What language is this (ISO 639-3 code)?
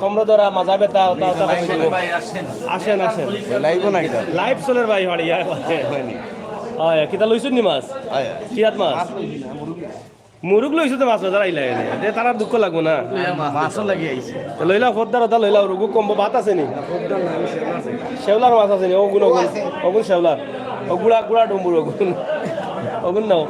syl